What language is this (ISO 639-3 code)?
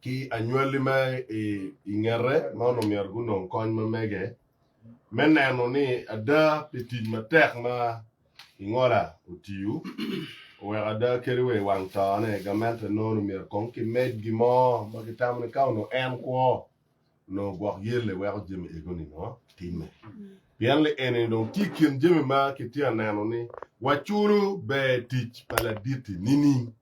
ach